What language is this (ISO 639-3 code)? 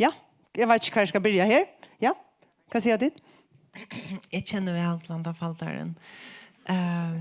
fao